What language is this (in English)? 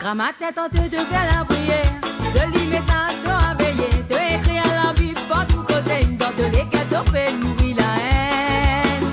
Morisyen